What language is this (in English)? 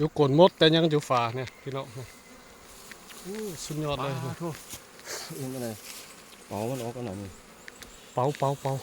Lao